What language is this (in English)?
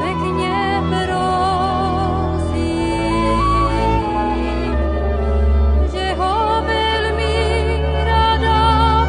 Slovak